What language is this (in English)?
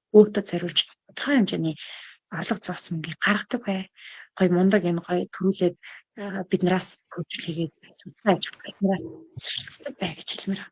Mongolian